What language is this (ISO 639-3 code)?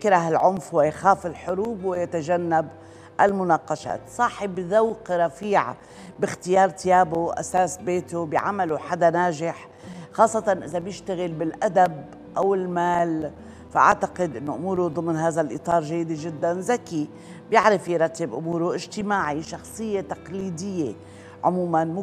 apc